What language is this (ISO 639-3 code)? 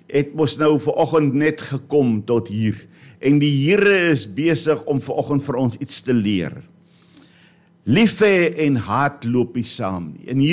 afr